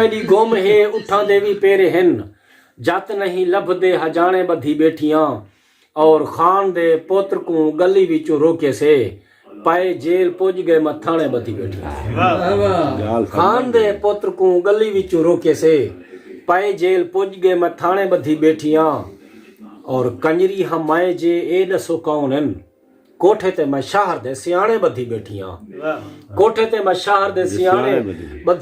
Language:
Saraiki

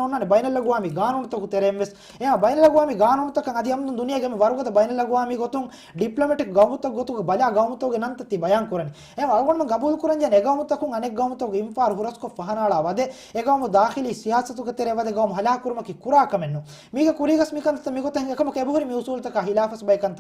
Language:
Divehi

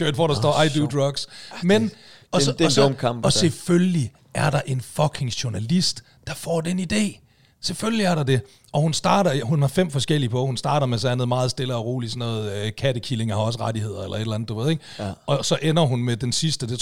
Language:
Danish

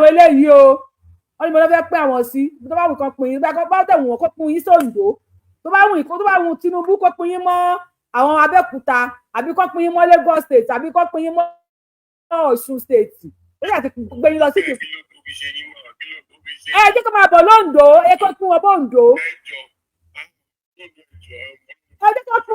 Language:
Yoruba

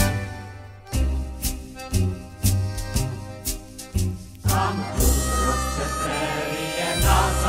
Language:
Czech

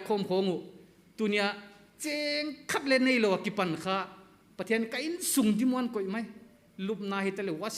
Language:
Paite Chin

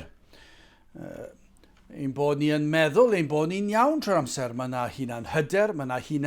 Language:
Welsh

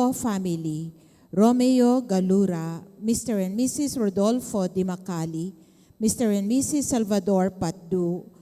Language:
Pampanga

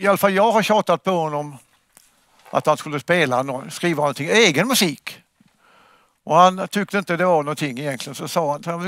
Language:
Swedish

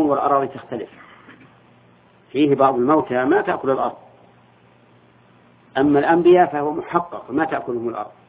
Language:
Arabic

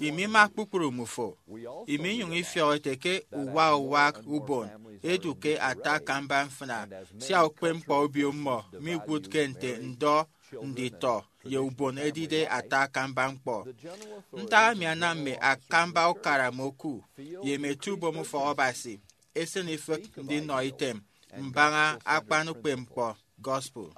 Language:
Efik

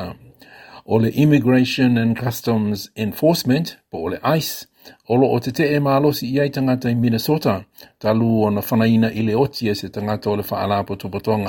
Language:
Samoan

